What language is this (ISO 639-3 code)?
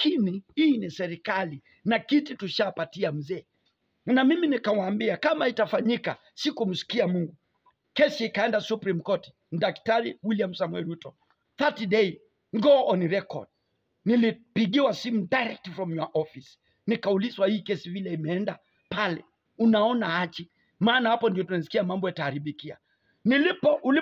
swa